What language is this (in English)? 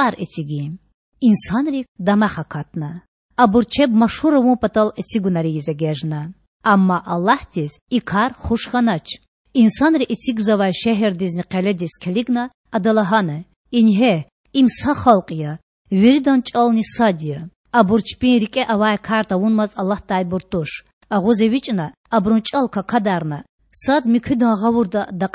Lezghian